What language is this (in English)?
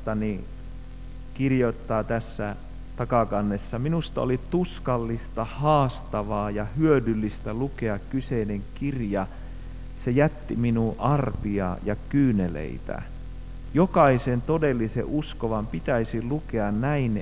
Finnish